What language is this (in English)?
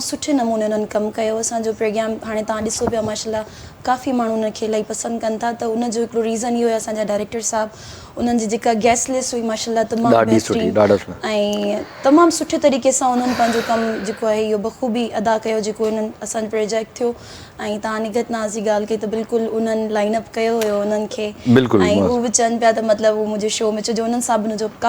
Sindhi